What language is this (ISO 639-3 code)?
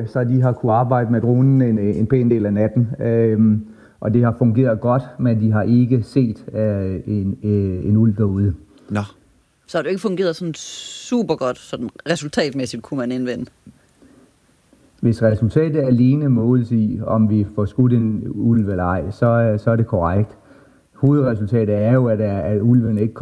dan